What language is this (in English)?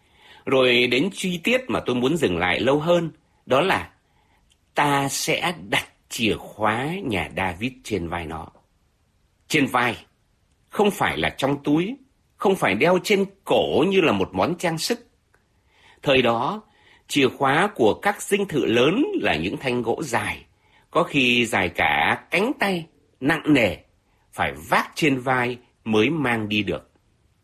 Vietnamese